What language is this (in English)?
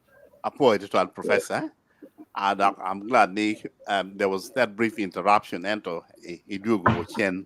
Acoli